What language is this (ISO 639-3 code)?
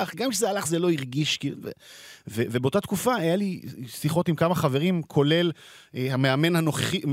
heb